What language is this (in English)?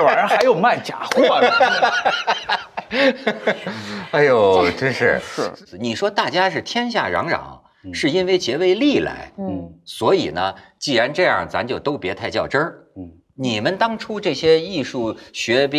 Chinese